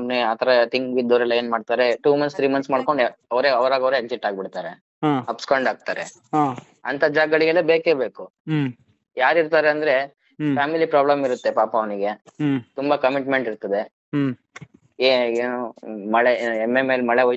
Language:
Kannada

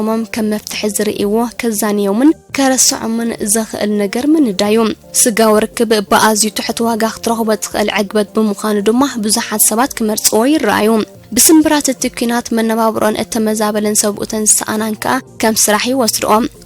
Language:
Tigrinya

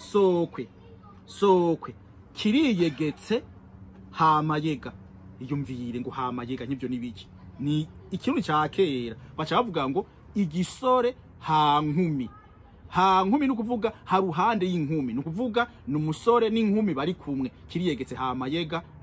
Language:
Rundi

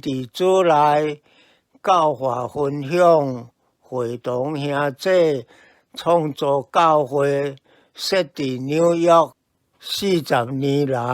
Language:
Min Nan Chinese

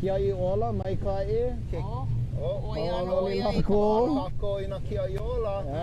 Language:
Hawaiian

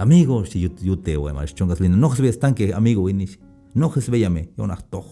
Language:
Tzeltal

